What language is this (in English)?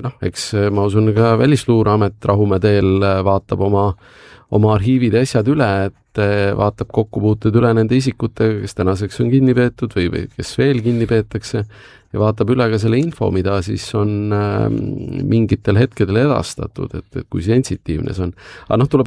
Estonian